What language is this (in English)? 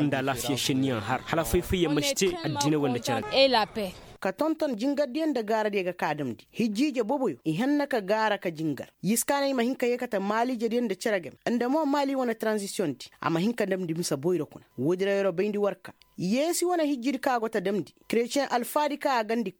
Koyraboro Senni